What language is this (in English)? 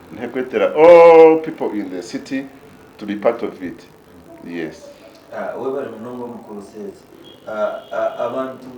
Nyankole